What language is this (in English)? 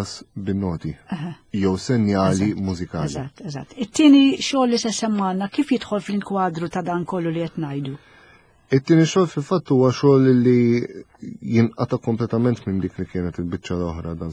Maltese